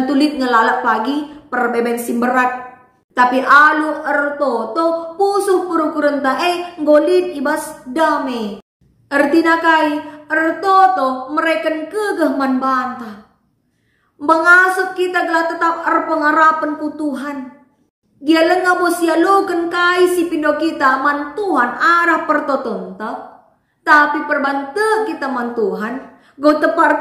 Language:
Batak Karo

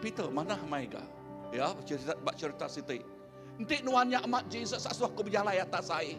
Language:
Iban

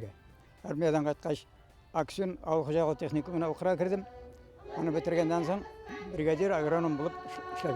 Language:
Bashkir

